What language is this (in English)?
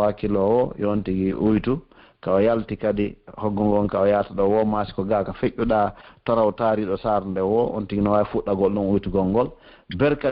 Pular